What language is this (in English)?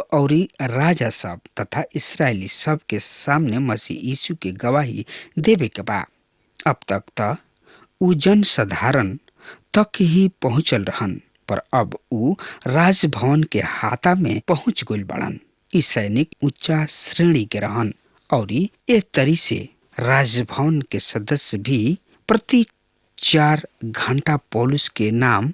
Bhojpuri